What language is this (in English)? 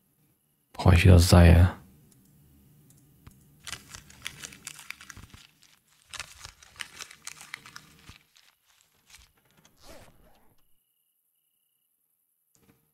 German